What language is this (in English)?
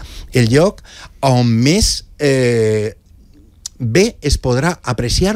Catalan